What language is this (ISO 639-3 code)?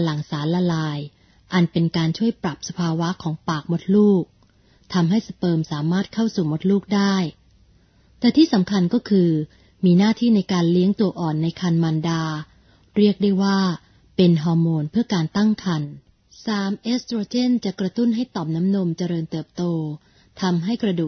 tha